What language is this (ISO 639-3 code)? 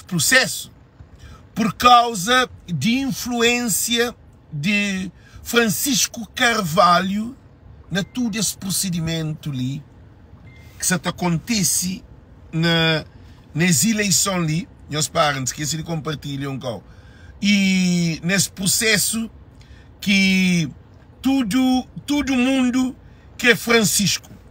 kea